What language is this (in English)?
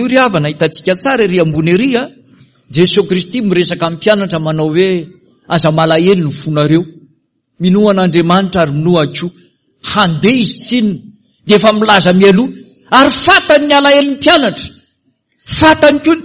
Malagasy